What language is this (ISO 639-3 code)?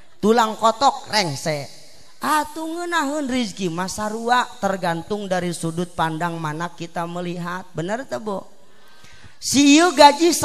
sun